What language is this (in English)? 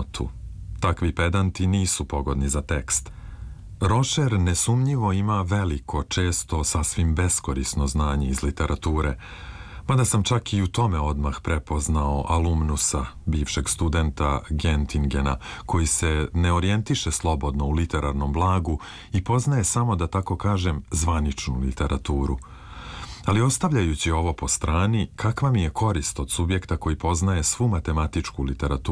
Serbian